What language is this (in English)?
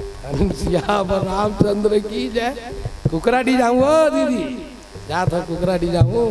Chhattisgarhi